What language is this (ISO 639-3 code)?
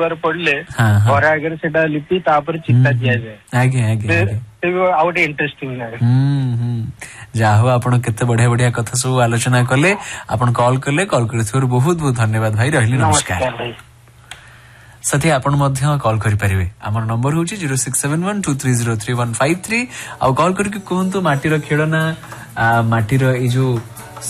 ori